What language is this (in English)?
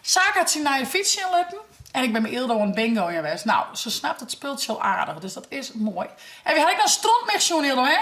Western Frisian